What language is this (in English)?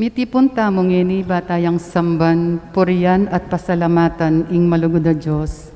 Pampanga